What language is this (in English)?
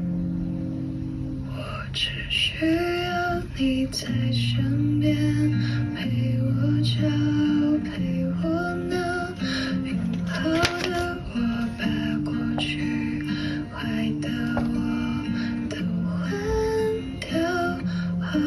Chinese